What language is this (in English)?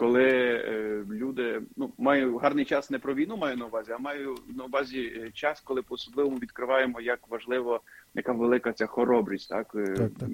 Ukrainian